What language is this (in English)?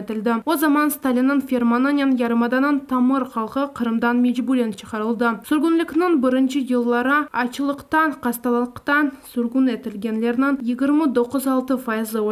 Crimean Tatar